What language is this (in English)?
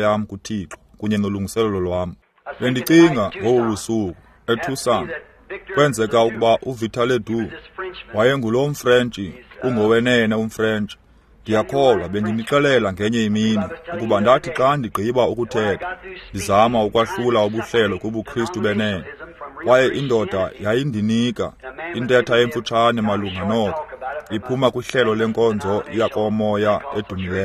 Xhosa